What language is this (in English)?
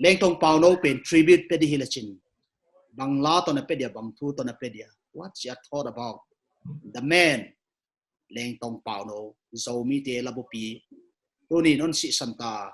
Paite Chin